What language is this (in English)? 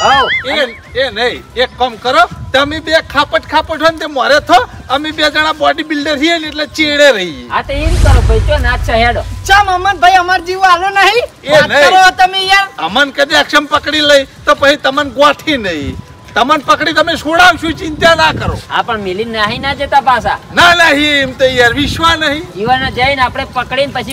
Gujarati